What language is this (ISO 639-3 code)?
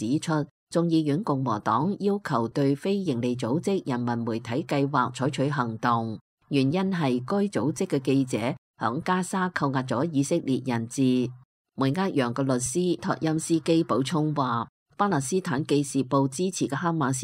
yue